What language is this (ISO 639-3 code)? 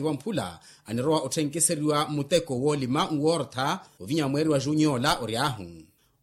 vmw